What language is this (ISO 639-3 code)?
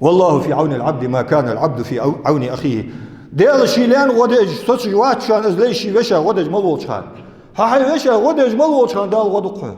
inh